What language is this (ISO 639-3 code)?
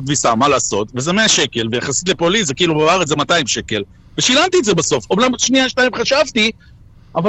heb